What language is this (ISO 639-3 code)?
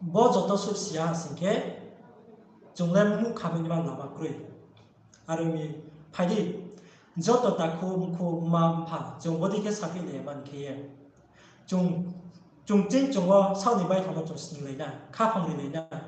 ria